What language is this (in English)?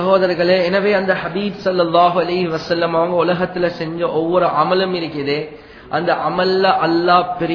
Tamil